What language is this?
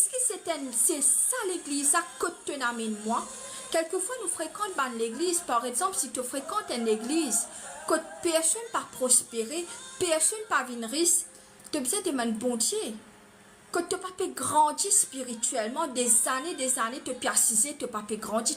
Morisyen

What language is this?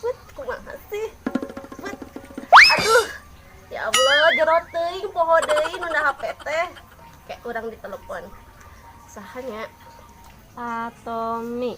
Sundanese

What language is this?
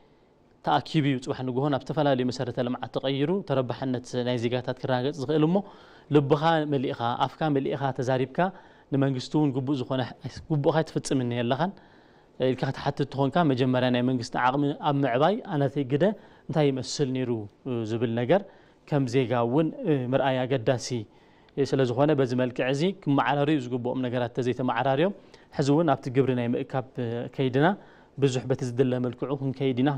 Tigrinya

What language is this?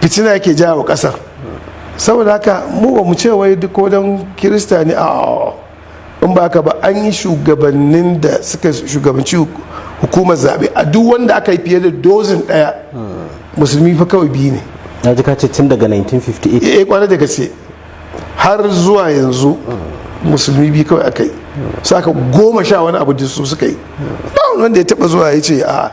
Hausa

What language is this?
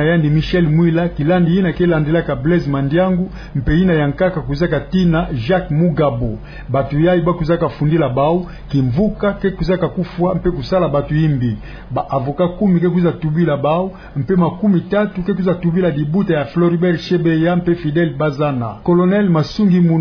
Kituba (Democratic Republic of Congo)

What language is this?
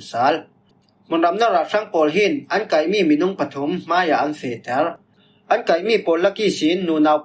Falam Chin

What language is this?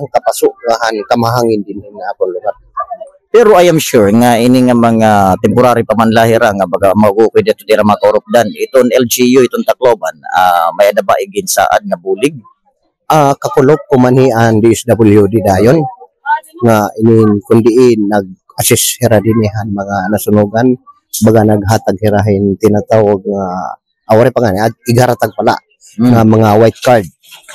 Waray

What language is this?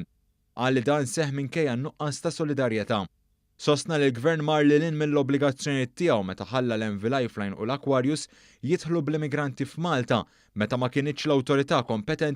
Maltese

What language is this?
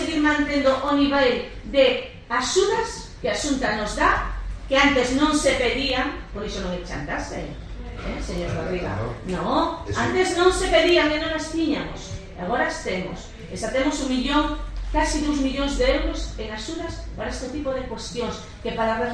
Galician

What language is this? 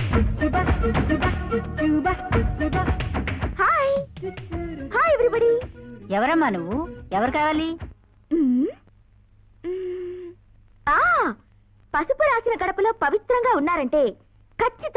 Telugu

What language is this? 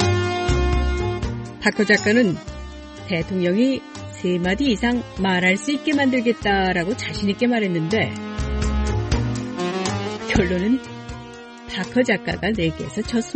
Korean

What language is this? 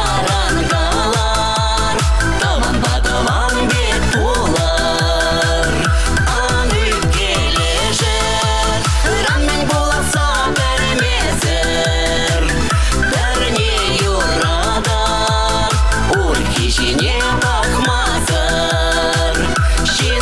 Chuvash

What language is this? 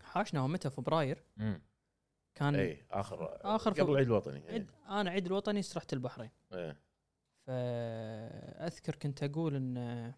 Gulf Arabic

